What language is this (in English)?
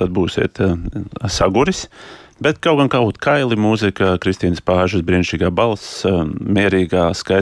Latvian